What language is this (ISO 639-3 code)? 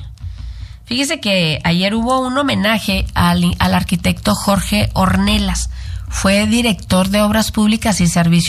spa